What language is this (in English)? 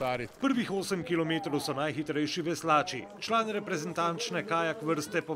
Slovenian